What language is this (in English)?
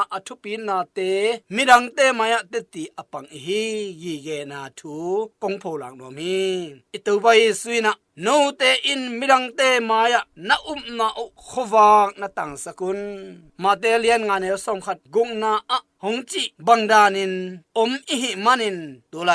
Tedim Chin